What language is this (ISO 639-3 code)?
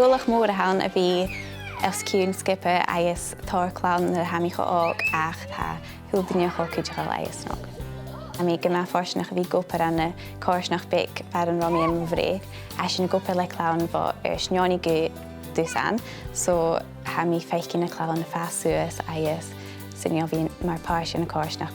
gla